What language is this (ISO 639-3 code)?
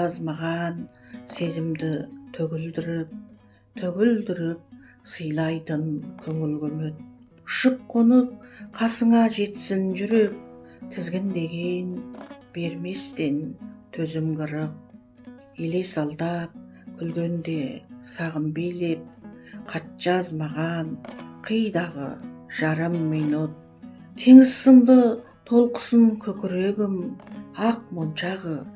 kaz